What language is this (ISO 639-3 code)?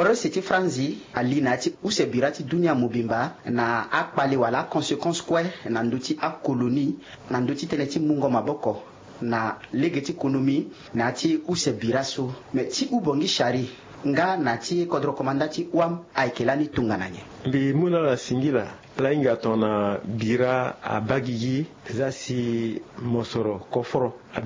sag